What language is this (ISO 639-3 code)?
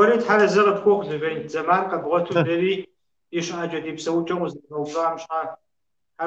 kbd